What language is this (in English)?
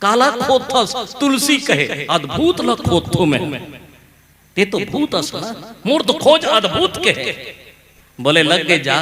Chhattisgarhi